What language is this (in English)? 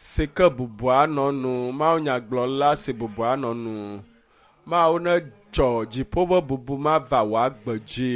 Ewe